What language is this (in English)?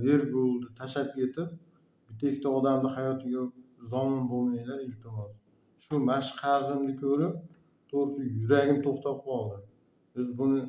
Uzbek